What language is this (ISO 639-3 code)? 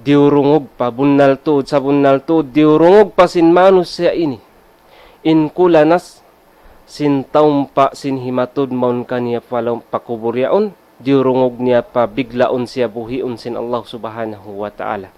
tsg